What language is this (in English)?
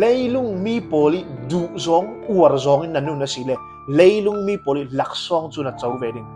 Falam Chin